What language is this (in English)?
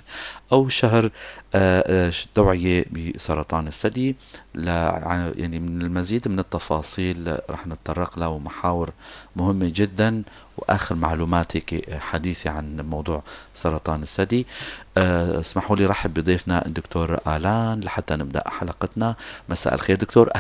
North Levantine Arabic